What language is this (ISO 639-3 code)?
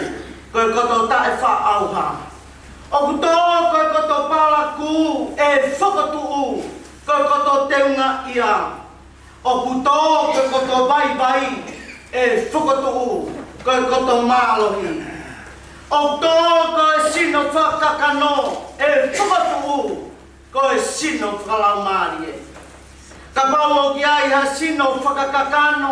ton